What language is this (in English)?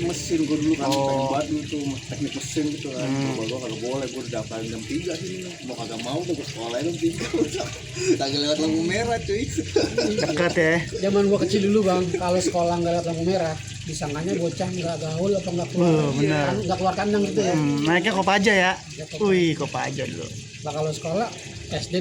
Betawi